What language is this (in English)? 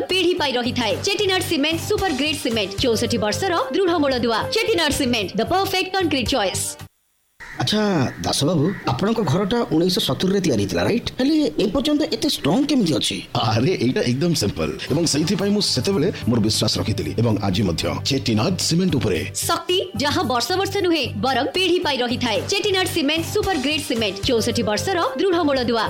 Odia